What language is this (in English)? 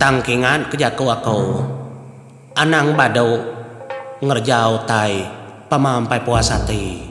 Iban